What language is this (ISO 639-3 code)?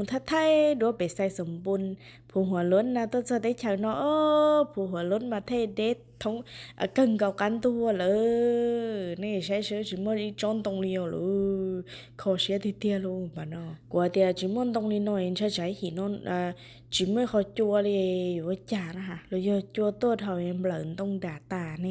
hmn